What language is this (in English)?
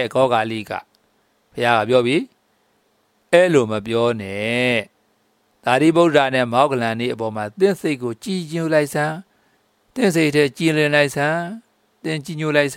Burmese